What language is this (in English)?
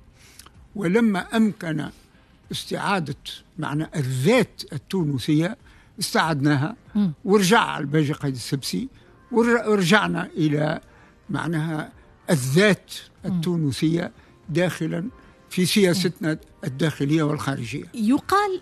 Tunisian Arabic